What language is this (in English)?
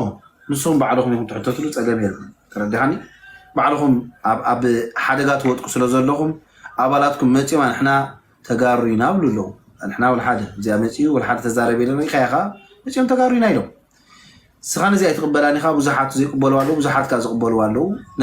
Tigrinya